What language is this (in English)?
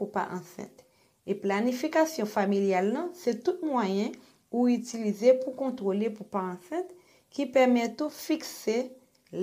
Haitian Creole